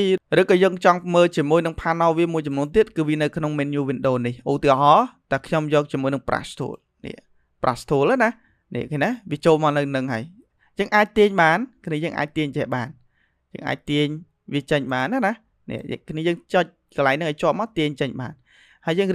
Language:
Khmer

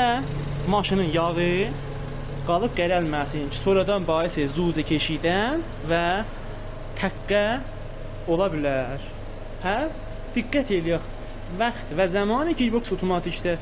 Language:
Azerbaijani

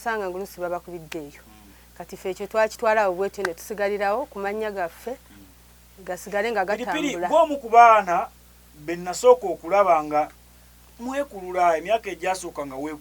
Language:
Ganda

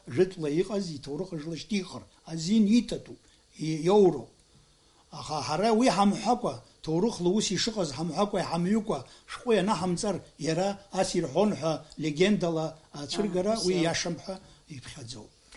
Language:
Abkhazian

